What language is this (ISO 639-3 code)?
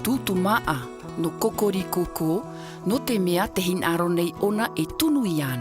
tah